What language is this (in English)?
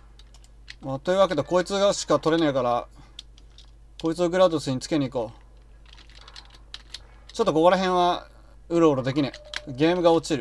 Japanese